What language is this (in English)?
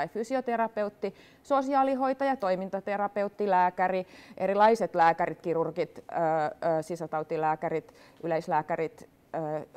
Finnish